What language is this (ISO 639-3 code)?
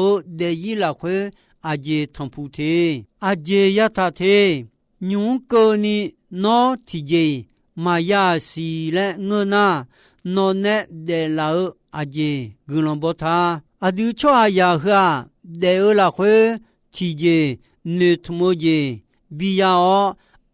ahk